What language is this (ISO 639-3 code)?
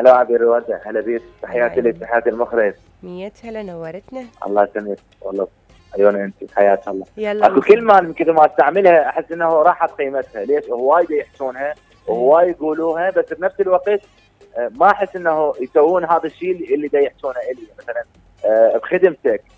acm